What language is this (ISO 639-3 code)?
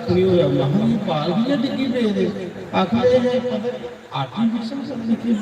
doi